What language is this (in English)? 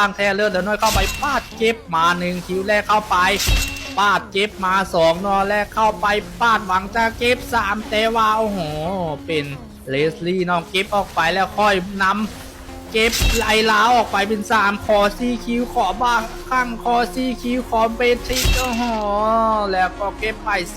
Lao